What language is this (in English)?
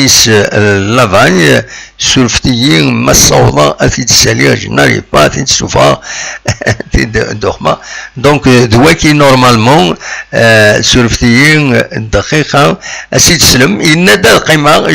Kabyle